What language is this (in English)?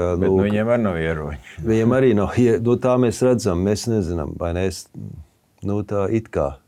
Latvian